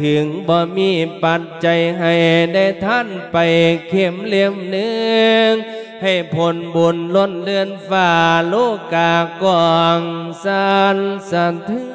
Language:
Lao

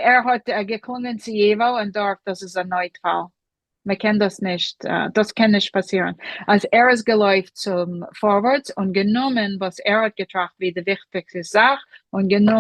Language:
Yiddish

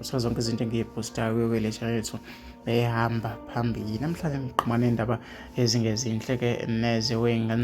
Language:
Zulu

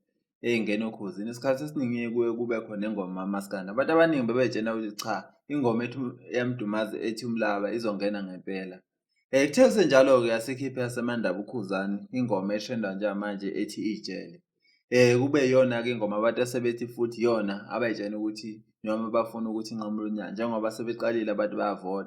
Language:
Zulu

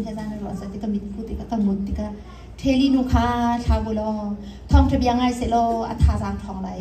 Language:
Hakha Chin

